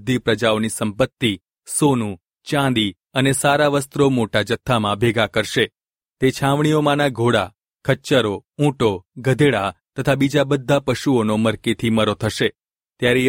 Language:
Gujarati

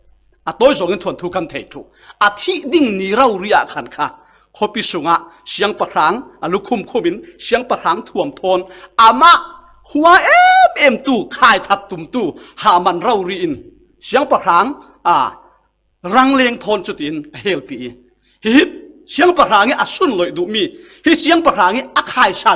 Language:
Falam Chin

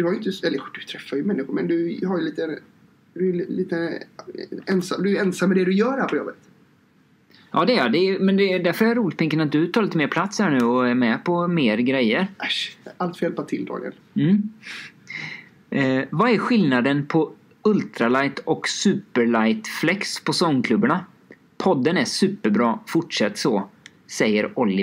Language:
Swedish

